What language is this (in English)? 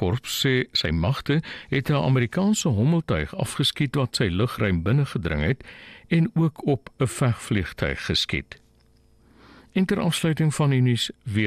Afrikaans